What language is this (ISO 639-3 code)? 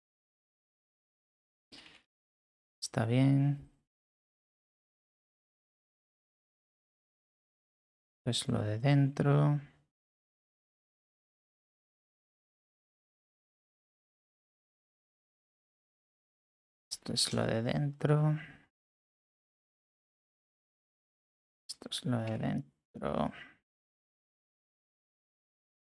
spa